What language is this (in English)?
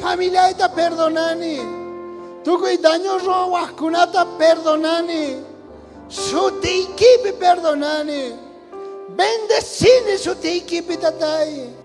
South Bolivian Quechua